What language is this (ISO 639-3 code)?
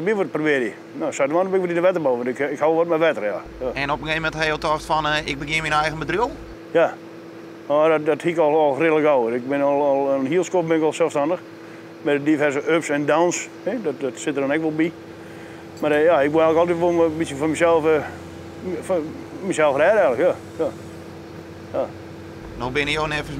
fry